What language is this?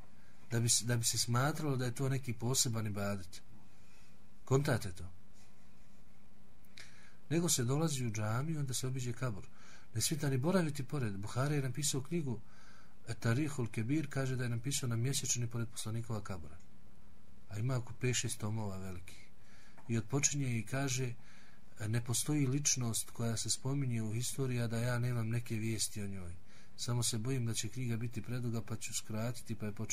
Bosnian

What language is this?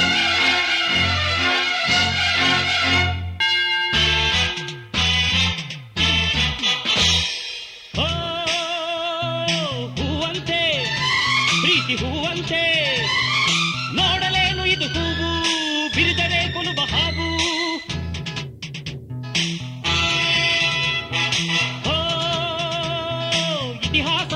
Kannada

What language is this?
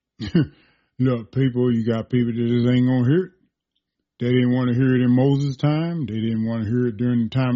English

